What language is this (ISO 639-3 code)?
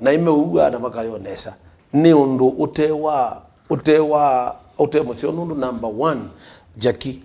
kam